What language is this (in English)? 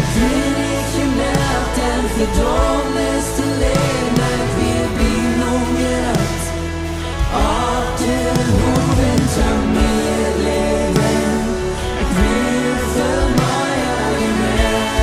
Plautdietsch